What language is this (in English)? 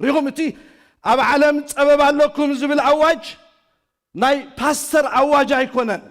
Tigrinya